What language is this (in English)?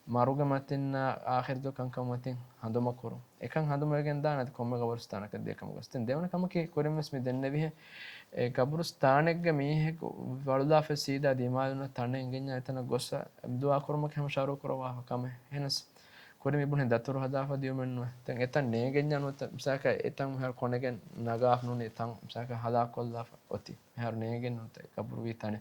Divehi